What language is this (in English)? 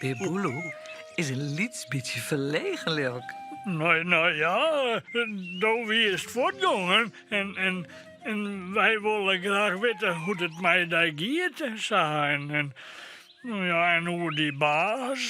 Western Frisian